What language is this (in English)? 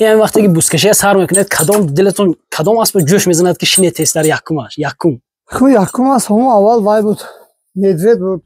Tajik